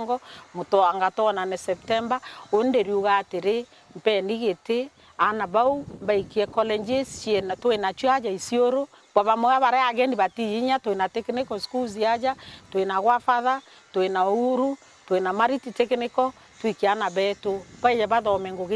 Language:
Meru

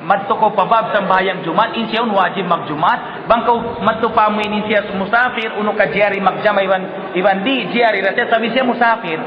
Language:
Tausug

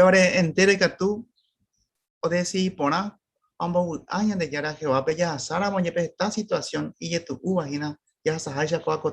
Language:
Guarani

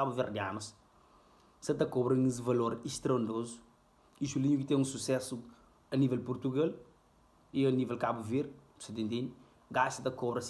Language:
Kabuverdianu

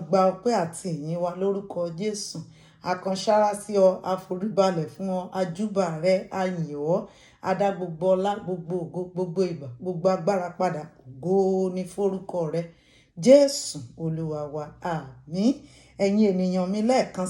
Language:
Yoruba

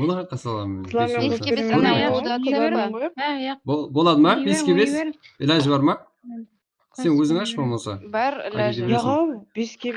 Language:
Kara-Kalpak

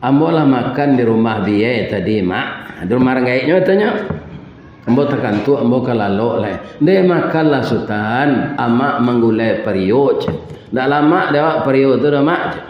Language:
Minangkabau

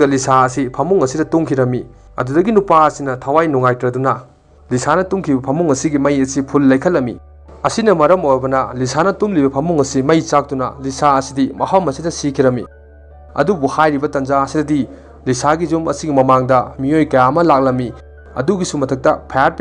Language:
Manipuri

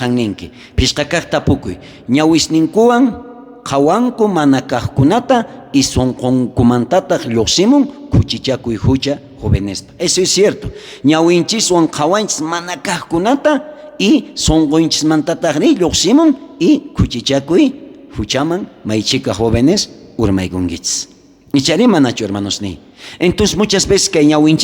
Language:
South Bolivian Quechua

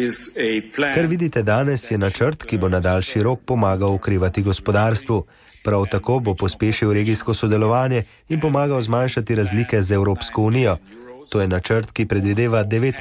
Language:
Slovenian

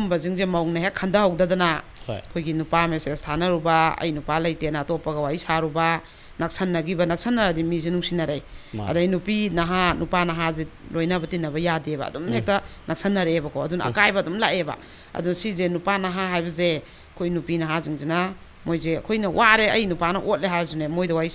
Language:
Manipuri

